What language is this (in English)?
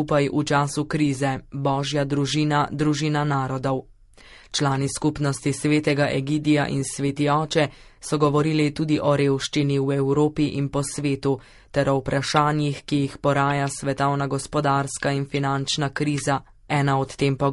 Slovenian